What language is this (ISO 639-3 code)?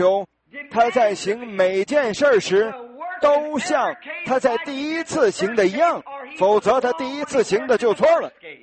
zho